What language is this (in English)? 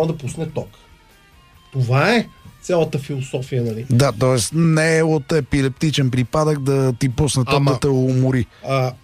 Bulgarian